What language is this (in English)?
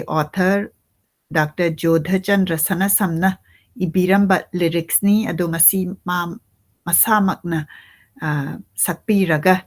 Manipuri